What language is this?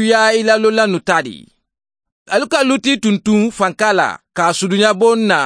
Mandingo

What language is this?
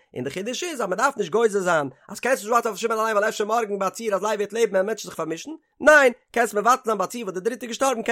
Yiddish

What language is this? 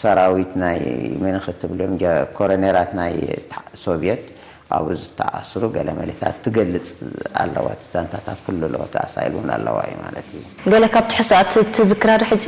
Tigrinya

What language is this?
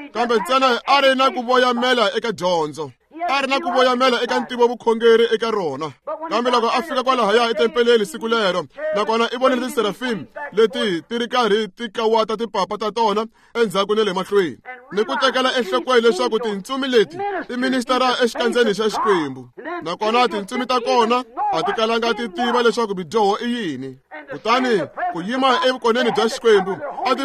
Tsonga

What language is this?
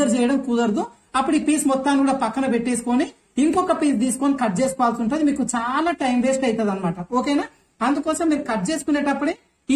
Telugu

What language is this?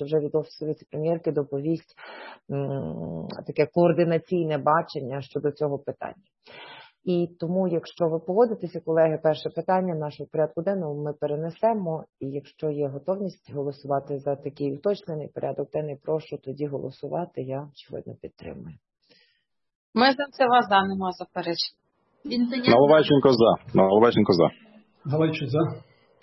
Ukrainian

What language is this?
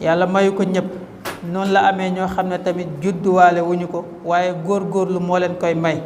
Wolof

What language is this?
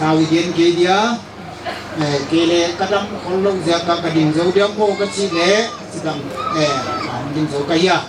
Paite Chin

